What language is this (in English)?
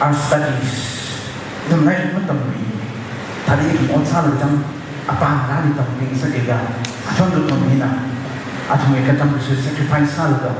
Tangkhul Naga (India)